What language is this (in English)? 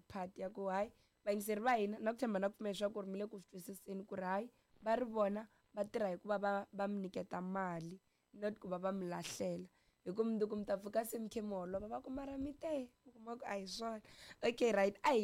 Tsonga